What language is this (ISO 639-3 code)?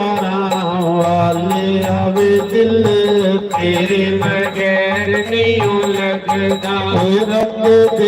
doi